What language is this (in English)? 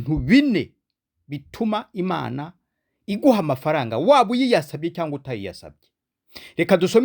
Kinyarwanda